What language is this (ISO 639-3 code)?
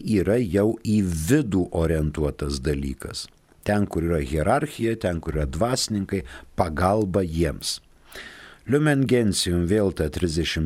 lit